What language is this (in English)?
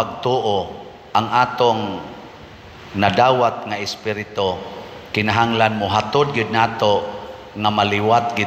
Cebuano